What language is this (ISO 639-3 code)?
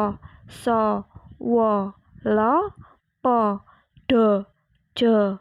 jav